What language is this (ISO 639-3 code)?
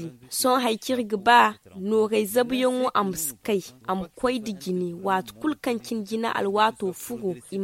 dje